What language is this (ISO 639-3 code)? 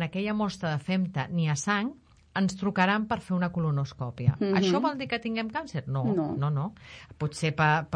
cat